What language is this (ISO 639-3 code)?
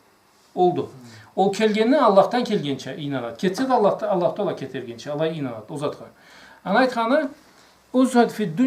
krc